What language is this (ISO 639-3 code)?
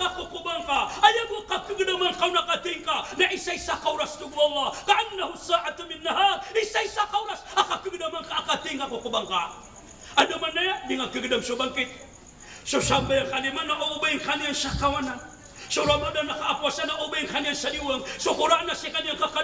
mrw